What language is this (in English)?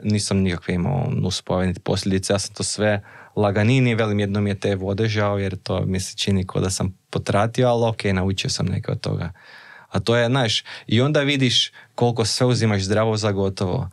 Croatian